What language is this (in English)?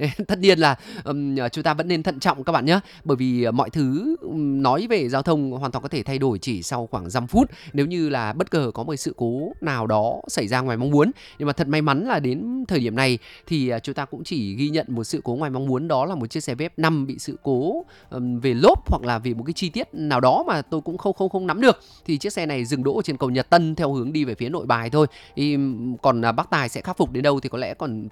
Vietnamese